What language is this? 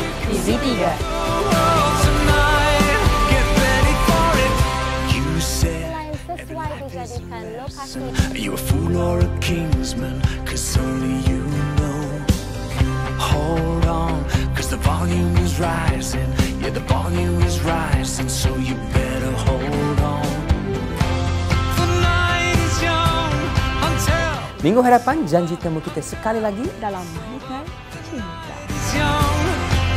Malay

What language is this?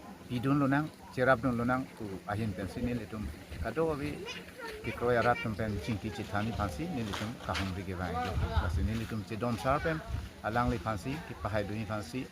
Karbi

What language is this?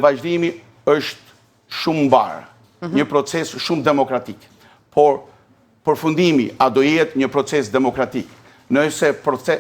Albanian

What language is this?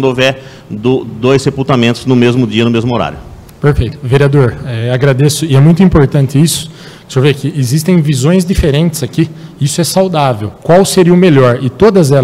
Portuguese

